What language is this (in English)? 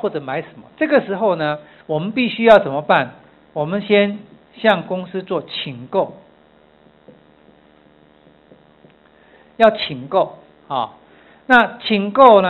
Chinese